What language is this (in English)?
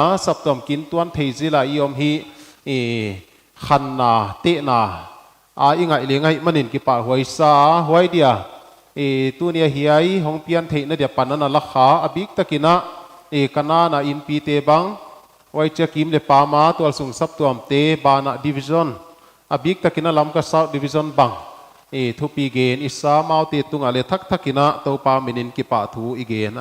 Paite Chin